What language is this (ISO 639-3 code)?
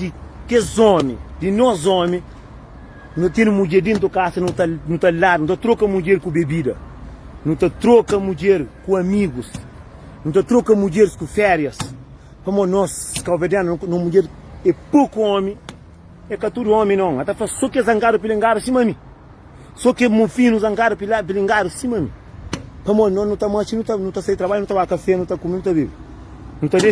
kea